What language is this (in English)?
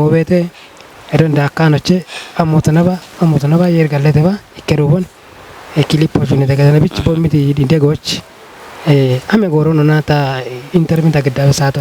Kafa